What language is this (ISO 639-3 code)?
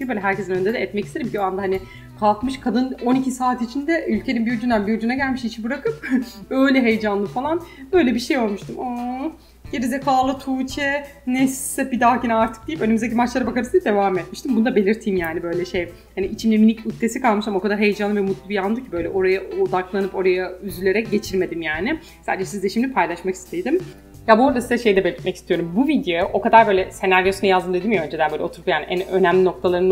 tur